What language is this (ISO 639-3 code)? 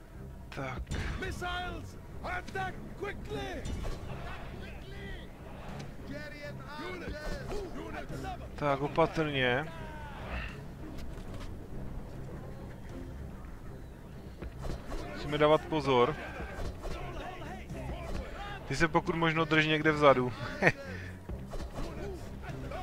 ces